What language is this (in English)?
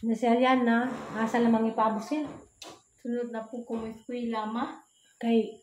Cebuano